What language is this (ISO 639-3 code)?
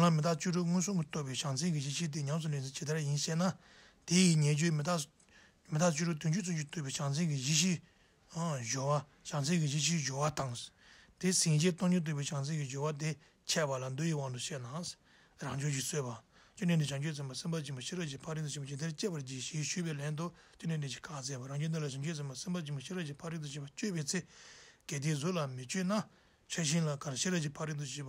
bod